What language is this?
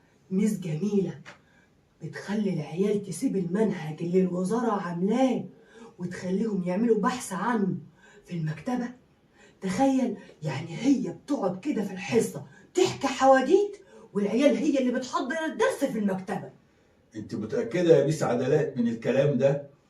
Egyptian Arabic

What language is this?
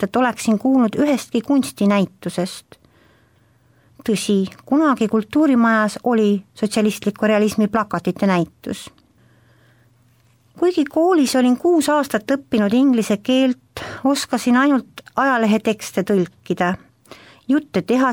Estonian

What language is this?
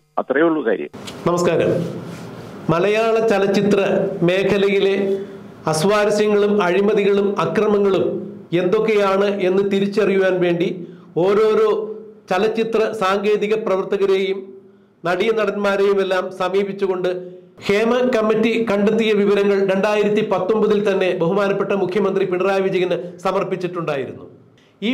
Malayalam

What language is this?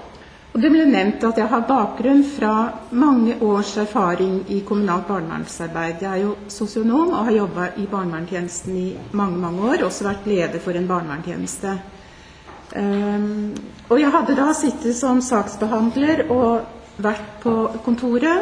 Norwegian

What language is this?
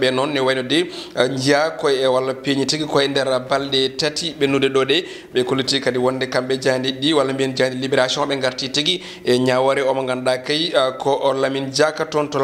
Fula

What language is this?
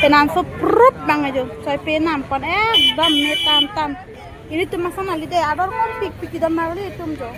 Karbi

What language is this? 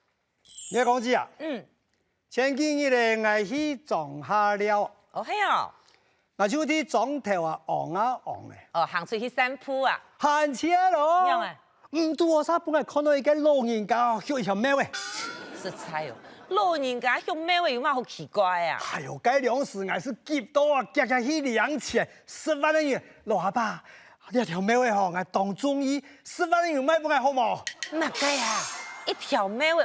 Hakka Chinese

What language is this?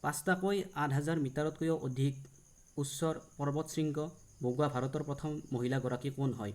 Assamese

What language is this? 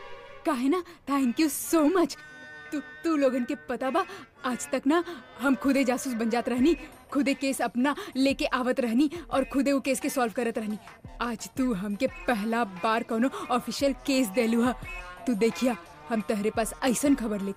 Bhojpuri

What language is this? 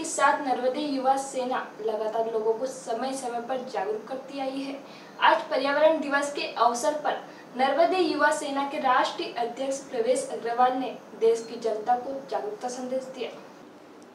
Hindi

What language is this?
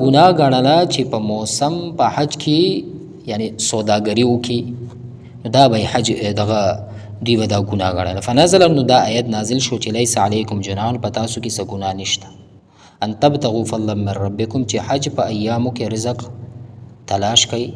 Pashto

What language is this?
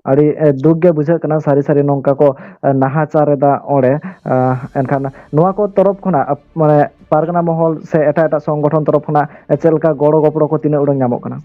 Santali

